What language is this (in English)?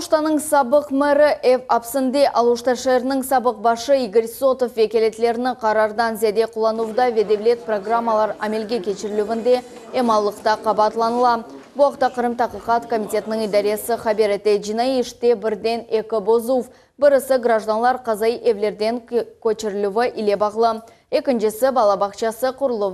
Crimean Tatar